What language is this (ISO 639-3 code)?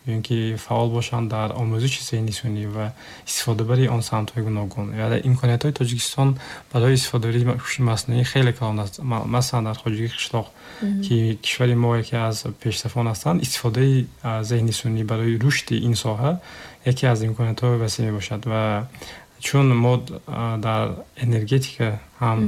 tgk